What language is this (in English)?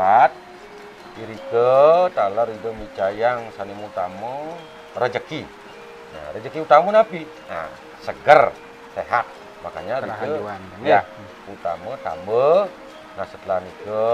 Balinese